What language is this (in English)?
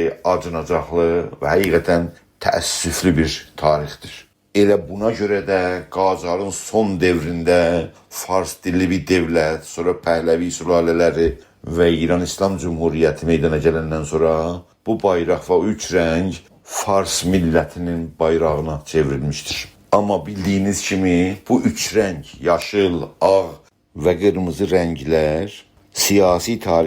South Azerbaijani